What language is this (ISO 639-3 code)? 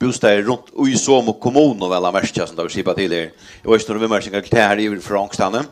fao